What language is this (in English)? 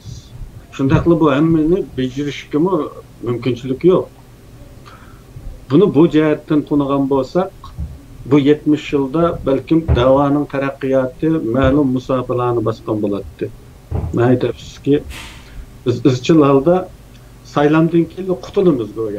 Uyghur